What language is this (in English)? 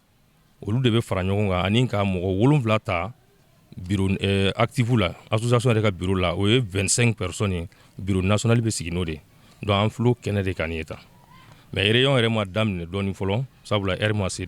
Bambara